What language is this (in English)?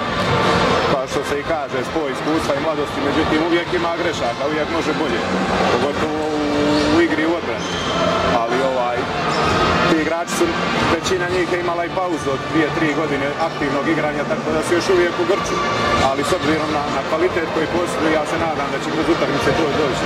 Bosnian